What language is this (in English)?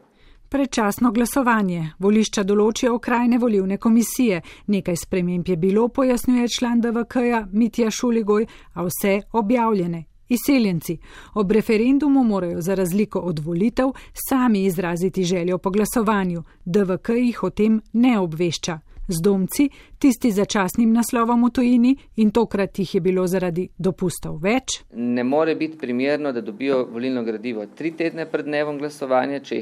Slovenian